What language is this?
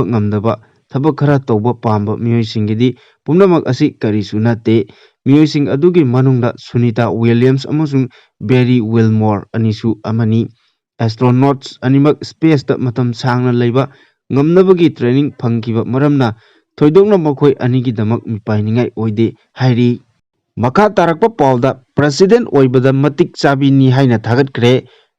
Manipuri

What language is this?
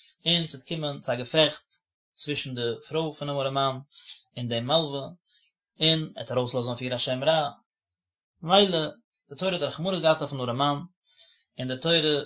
Yiddish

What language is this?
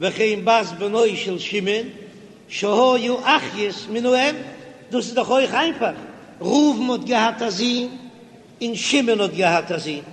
Yiddish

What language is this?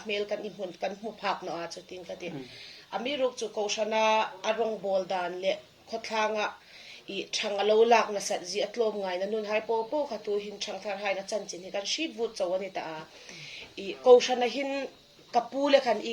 Hmar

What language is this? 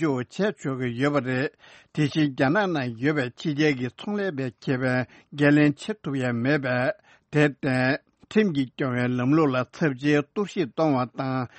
Tibetan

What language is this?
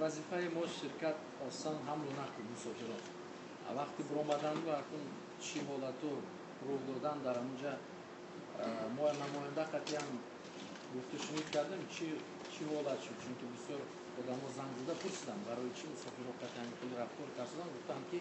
Tajik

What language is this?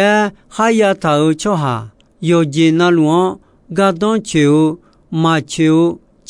Akha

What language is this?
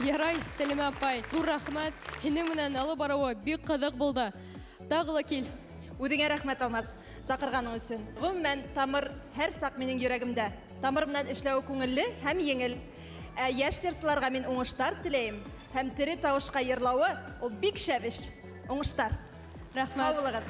Bashkir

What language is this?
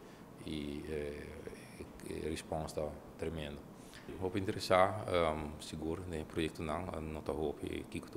Papiamento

